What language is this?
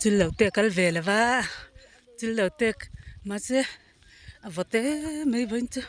Mizo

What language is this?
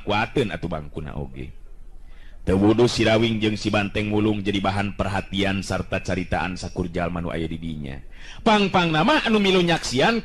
Sundanese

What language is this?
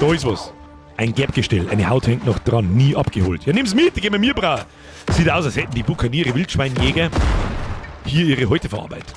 Bavarian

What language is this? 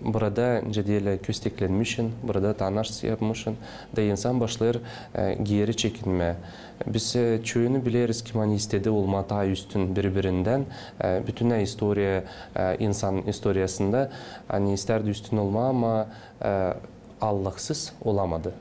Gagauz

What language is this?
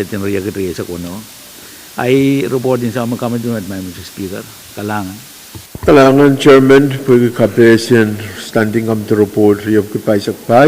Pohnpeian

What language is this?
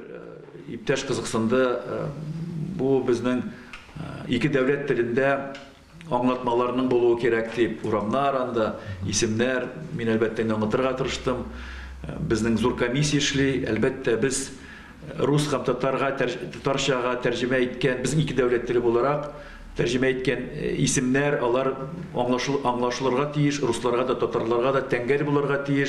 Tatar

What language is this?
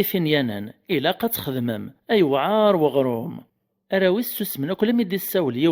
Kabyle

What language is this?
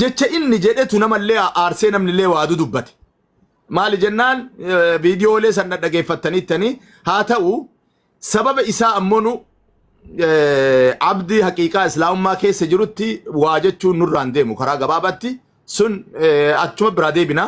Oromo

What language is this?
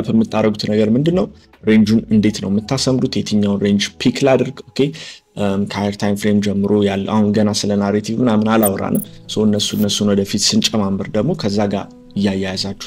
Amharic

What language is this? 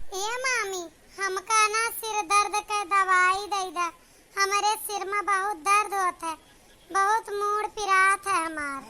Awadhi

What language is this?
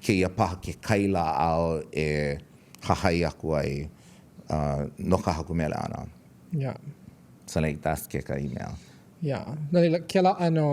Hawaiian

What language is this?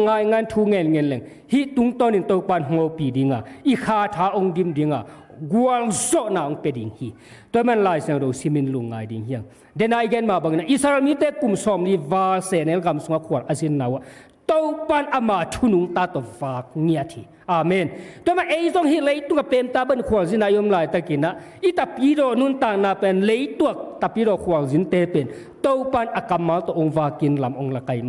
Tedim Chin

